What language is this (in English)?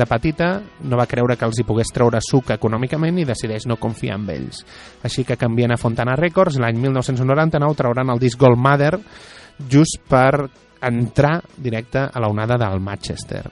Catalan